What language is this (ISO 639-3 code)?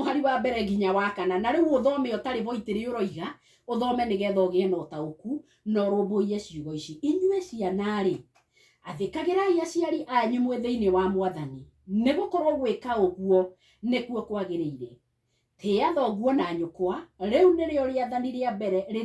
kik